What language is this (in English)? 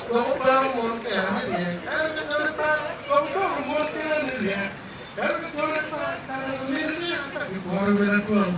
Acoli